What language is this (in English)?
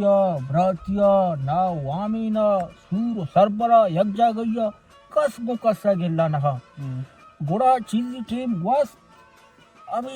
Baluchi